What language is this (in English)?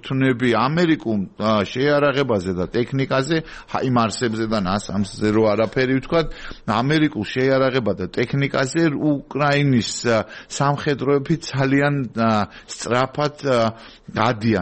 Georgian